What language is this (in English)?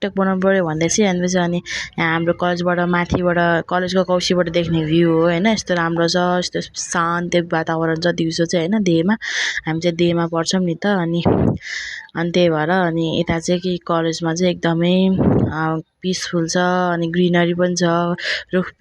Nepali